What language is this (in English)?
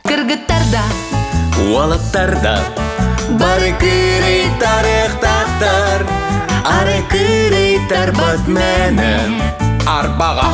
Yakut